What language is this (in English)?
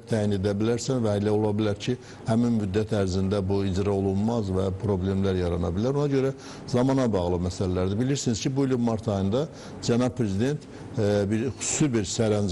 Azerbaijani